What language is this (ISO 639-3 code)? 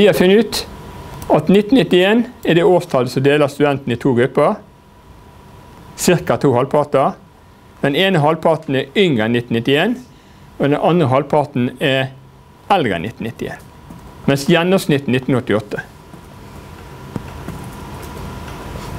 nor